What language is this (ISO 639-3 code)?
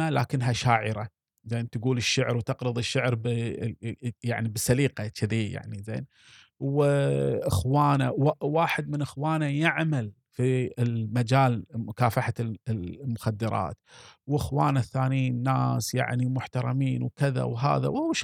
afb